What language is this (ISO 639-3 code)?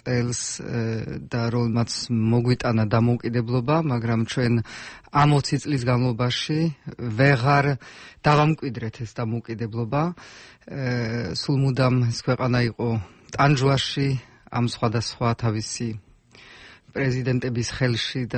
kat